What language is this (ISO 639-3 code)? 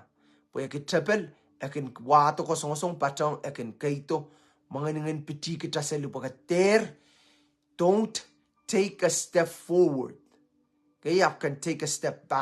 pon